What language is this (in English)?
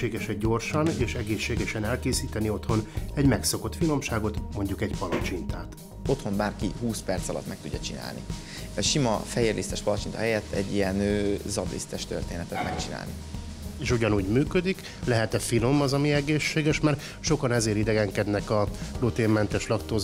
Hungarian